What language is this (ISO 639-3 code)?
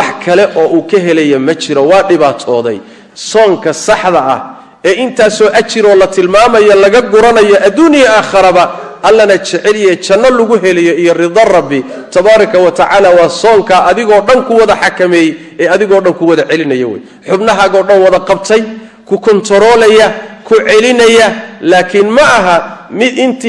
som